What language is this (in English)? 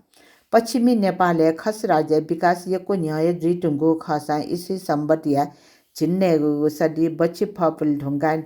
Newari